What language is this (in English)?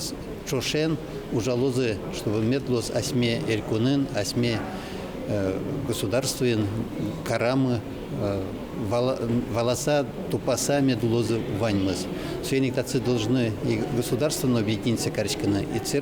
Udmurt